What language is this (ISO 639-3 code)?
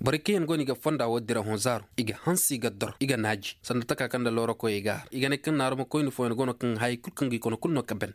ses